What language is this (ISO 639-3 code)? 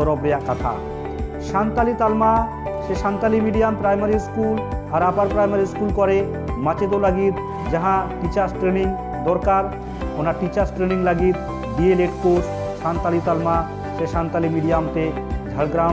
sat